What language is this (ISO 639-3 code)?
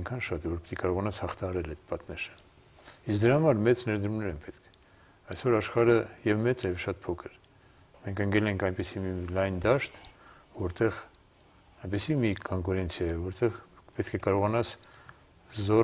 hye